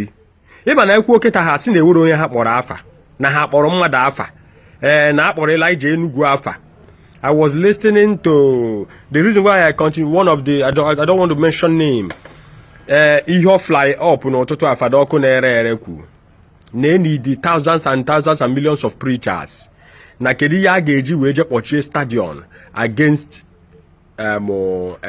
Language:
Igbo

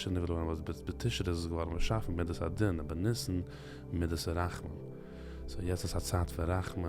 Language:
Yiddish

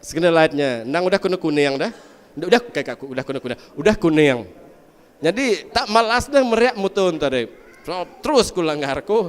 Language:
Iban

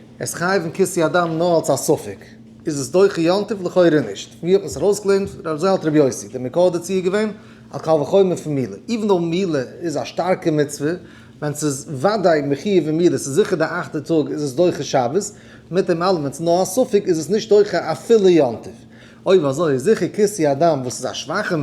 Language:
Yiddish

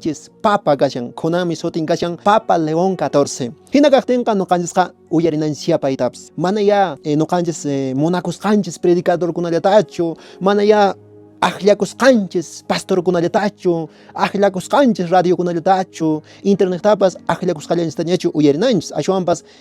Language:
Quechua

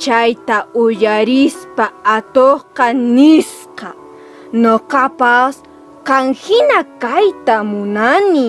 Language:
Quechua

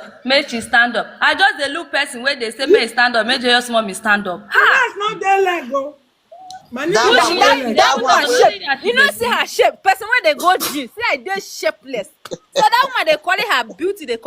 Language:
Nigerian Pidgin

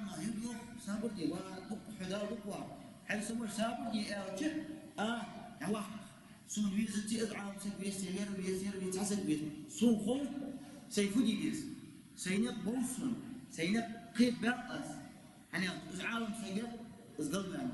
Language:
Ingush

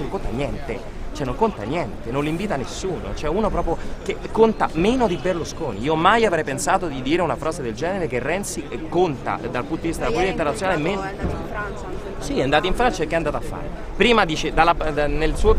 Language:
Italian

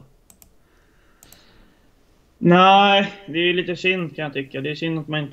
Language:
Swedish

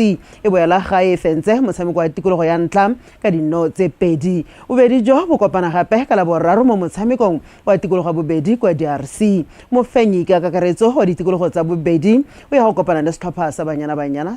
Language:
Tswana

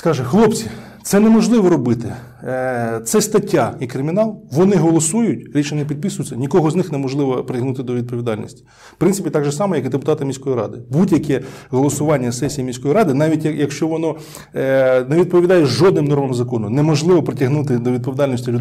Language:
Ukrainian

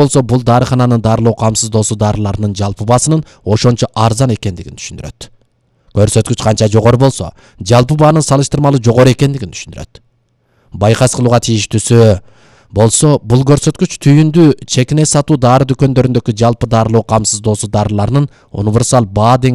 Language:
Kyrgyz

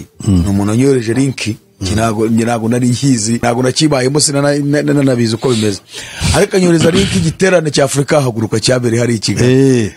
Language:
Kinyarwanda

